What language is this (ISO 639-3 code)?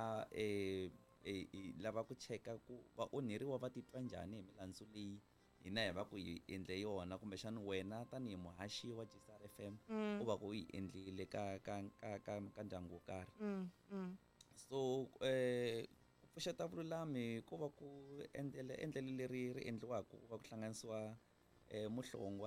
tso